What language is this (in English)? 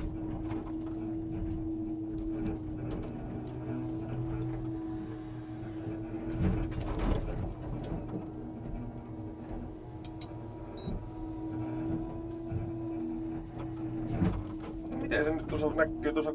Finnish